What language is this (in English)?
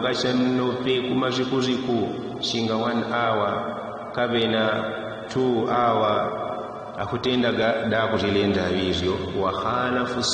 Yao